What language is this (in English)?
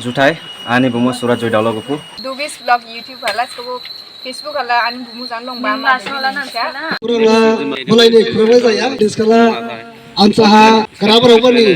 Dimasa